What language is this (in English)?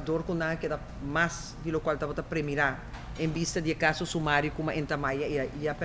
Papiamento